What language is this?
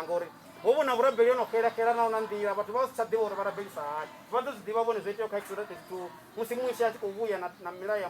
Venda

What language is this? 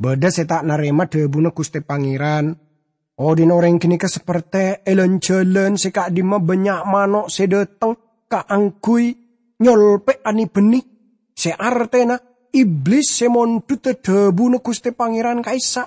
Madurese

